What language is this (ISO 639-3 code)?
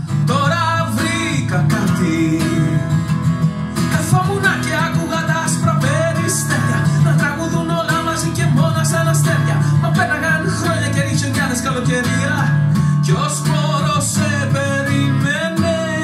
ell